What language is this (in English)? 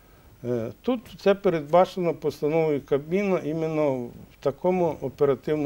Ukrainian